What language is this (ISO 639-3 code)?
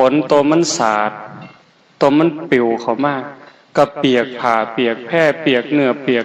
tts